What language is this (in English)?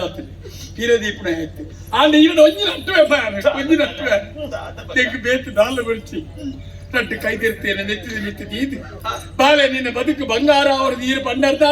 Tulu